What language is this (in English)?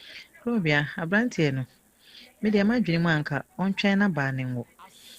Akan